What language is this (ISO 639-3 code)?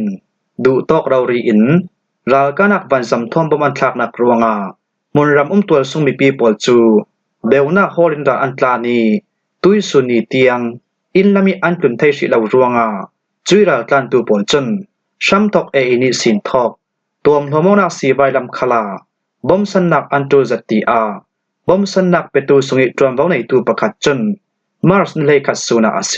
cfm